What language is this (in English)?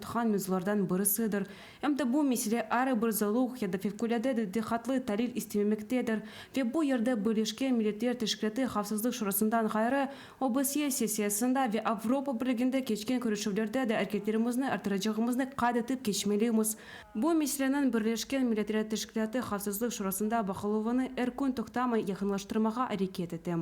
Crimean Tatar